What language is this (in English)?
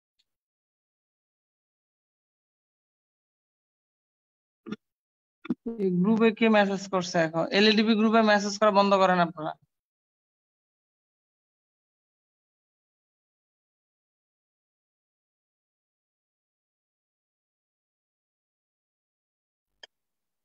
Bangla